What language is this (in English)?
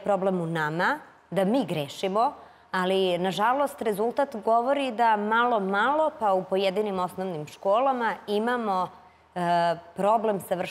Serbian